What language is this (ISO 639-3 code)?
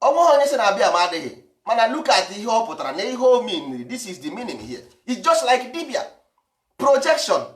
ibo